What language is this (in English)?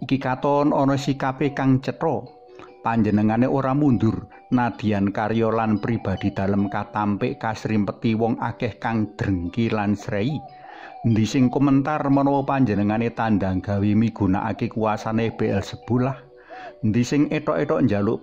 Javanese